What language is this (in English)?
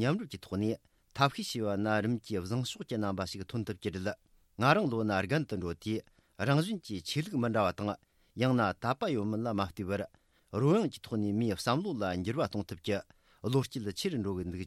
Tibetan